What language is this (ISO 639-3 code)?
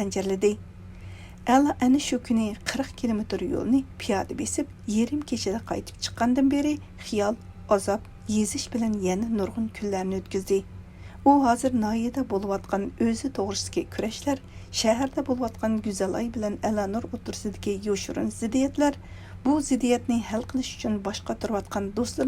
uig